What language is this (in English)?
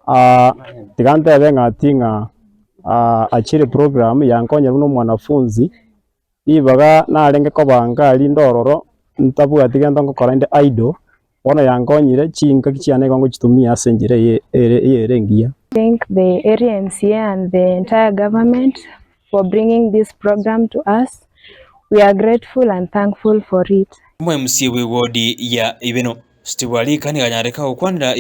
Gusii